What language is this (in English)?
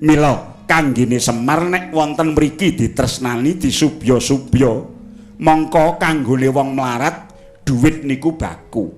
Javanese